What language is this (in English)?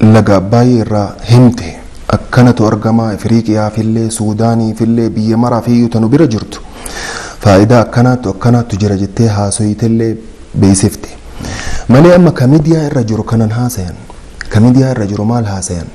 Oromo